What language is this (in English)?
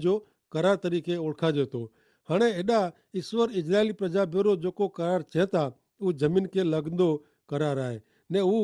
Kachhi